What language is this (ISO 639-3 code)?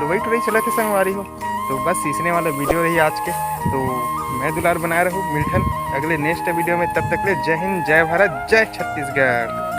hne